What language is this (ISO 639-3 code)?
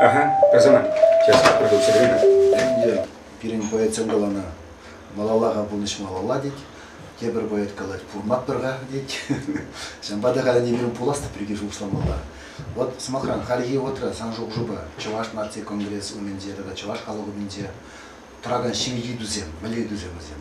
chv